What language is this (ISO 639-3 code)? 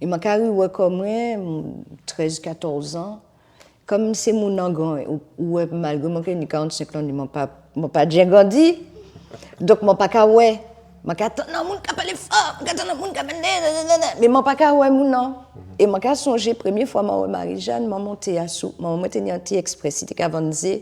gcf